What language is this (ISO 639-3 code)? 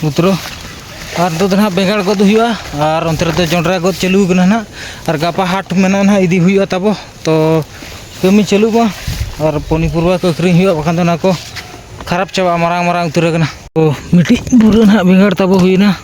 sat